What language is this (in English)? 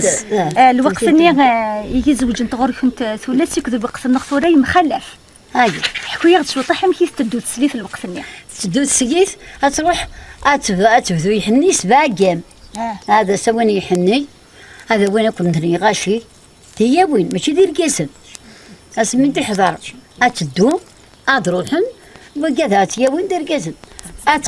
Kabyle